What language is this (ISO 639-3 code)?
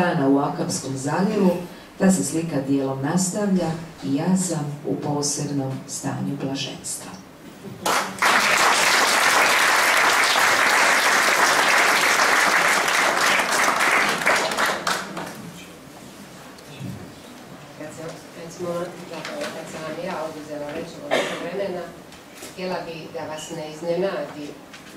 hrv